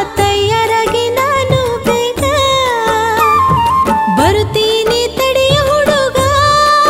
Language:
Kannada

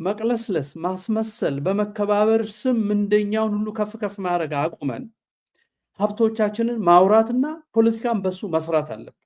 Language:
Amharic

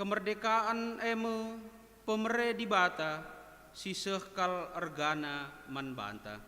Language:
Batak Karo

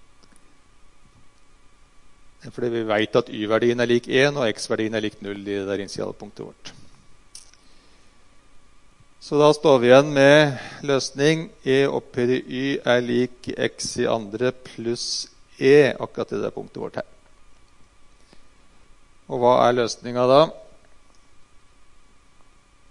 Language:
Norwegian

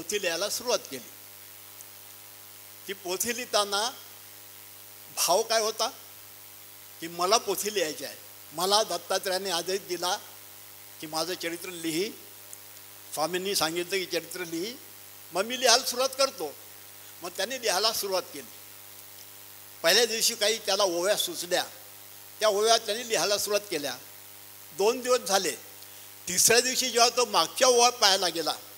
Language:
Marathi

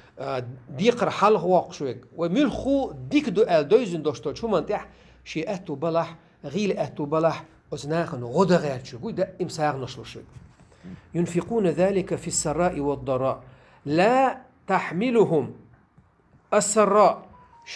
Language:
Chechen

